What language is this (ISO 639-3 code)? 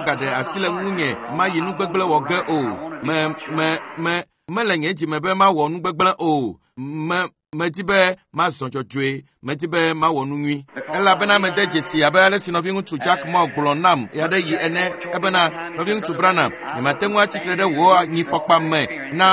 ewe